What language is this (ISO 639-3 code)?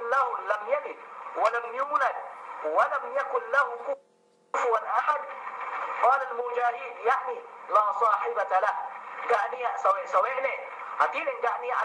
yka